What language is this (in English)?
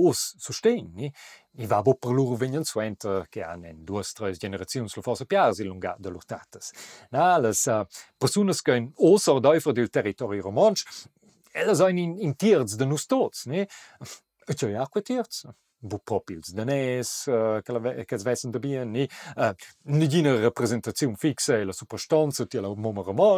Romansh